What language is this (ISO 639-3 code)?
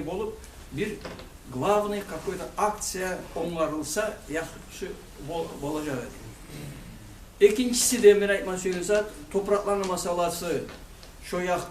kum